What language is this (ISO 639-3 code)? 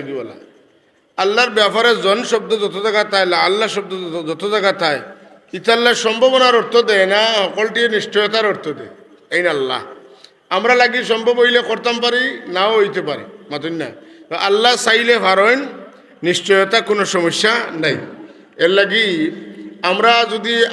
syl